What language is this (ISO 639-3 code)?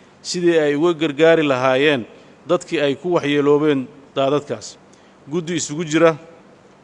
som